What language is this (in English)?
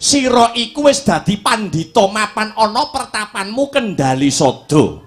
Javanese